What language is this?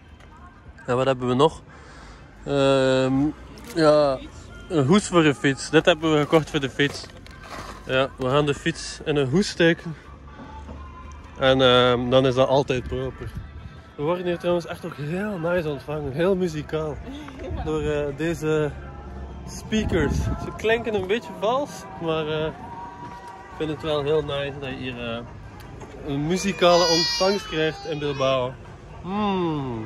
Dutch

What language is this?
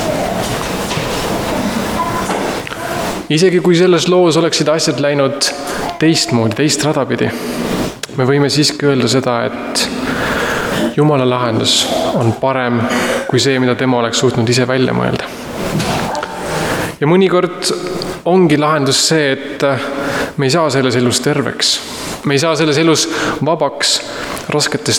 Estonian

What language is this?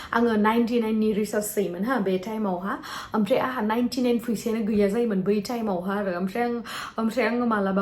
Bodo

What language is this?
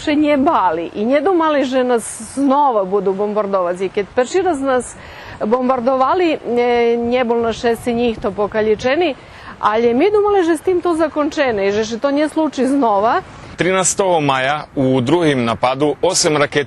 Rusyn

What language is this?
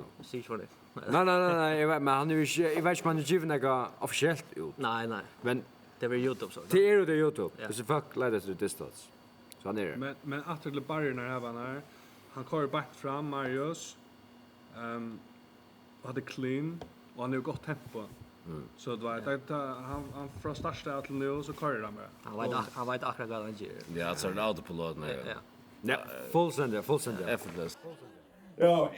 Faroese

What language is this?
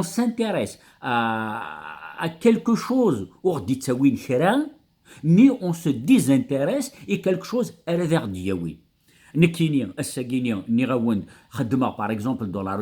Kabyle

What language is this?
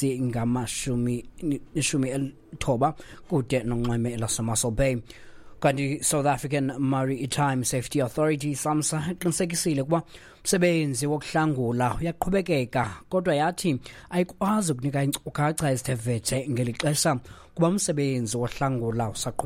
Xhosa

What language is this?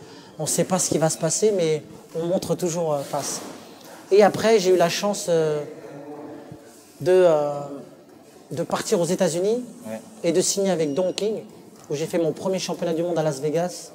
French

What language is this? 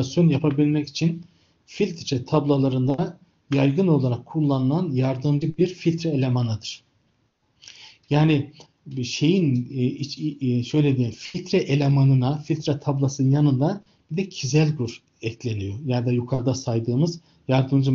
Turkish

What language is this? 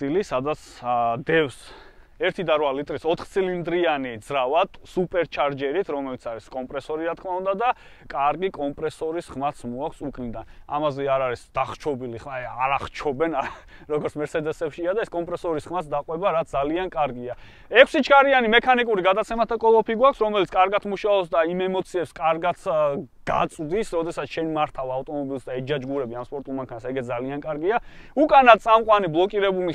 Georgian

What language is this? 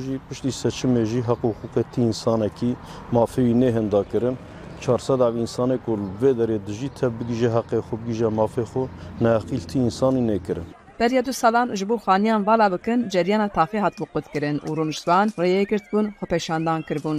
Kurdish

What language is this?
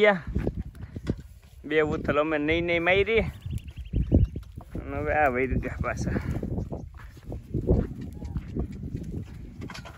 Gujarati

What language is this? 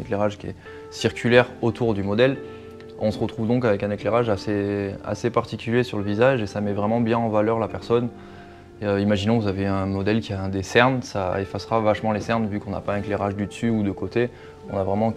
French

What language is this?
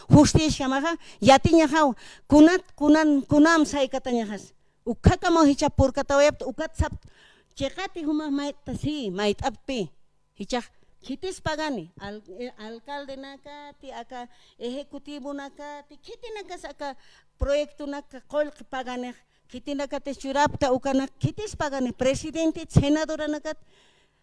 Aymara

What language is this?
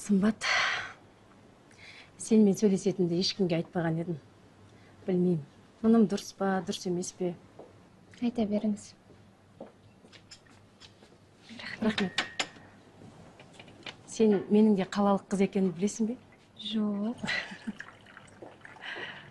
Kazakh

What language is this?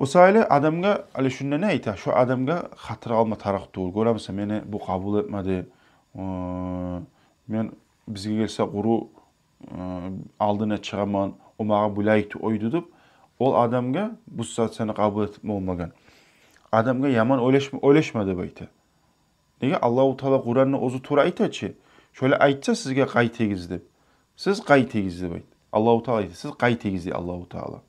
Kumyk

